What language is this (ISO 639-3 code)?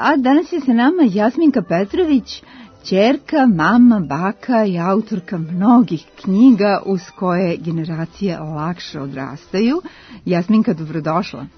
srp